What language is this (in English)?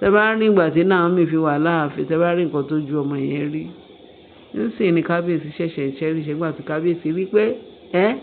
Yoruba